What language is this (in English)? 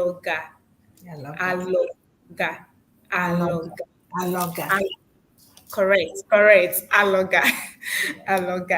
Ewe